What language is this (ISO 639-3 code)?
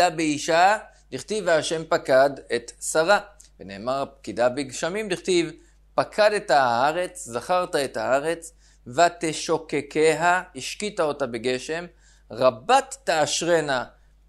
heb